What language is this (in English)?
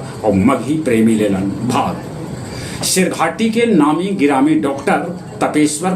Magahi